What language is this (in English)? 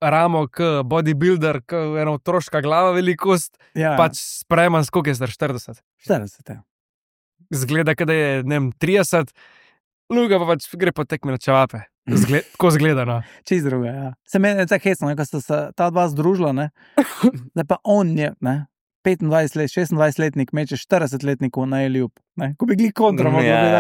Slovenian